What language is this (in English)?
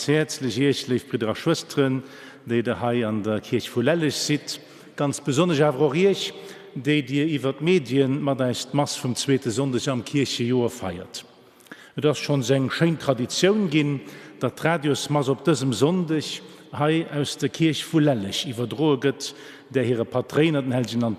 Luxembourgish